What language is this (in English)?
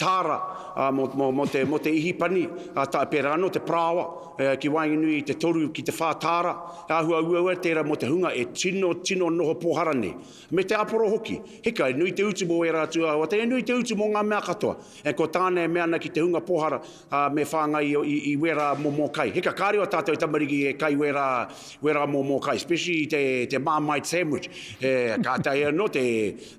Māori